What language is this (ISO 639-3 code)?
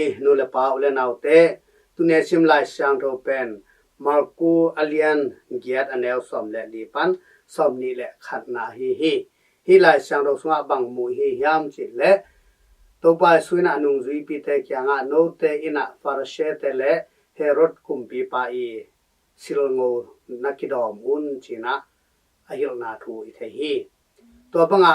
ctd